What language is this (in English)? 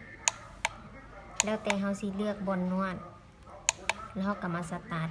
Lao